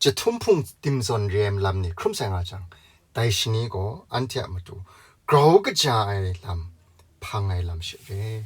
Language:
Kachin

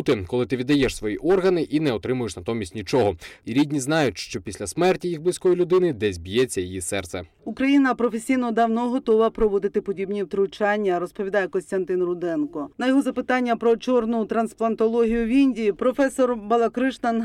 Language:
Ukrainian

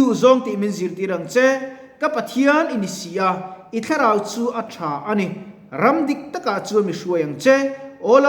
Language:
Mizo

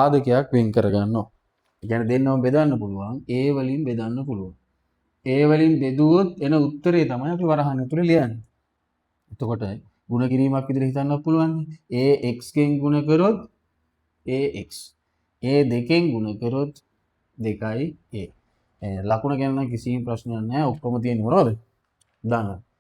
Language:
Sinhala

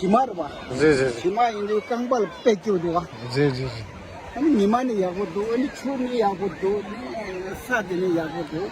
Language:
Tibetan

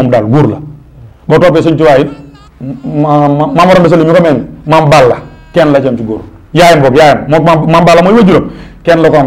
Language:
Wolof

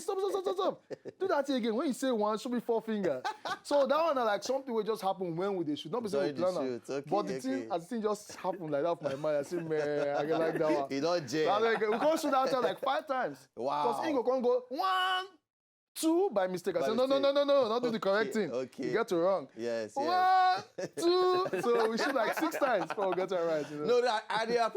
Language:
Nigerian Pidgin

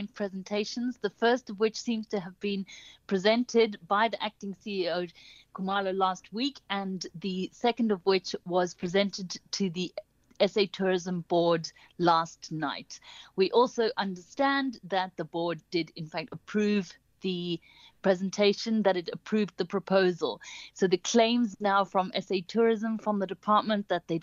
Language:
English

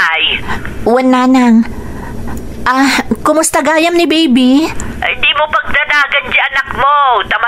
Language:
Iloko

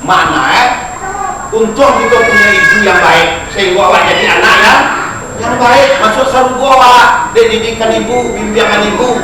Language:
Minangkabau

